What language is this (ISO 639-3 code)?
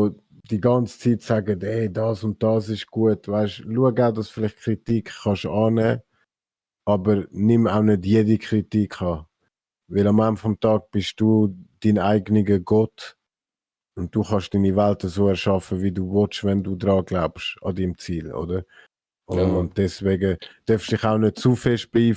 gsw